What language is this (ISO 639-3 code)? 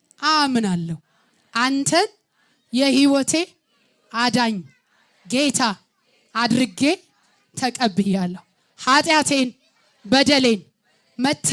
amh